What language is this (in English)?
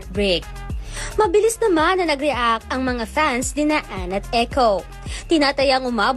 Filipino